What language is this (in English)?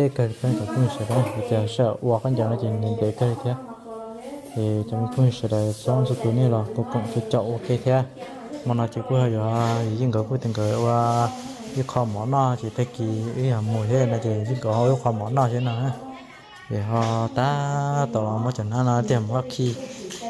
Hmong